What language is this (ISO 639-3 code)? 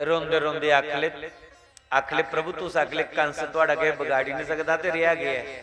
doi